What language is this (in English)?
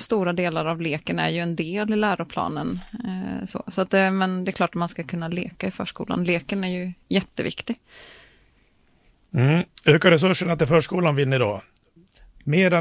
Swedish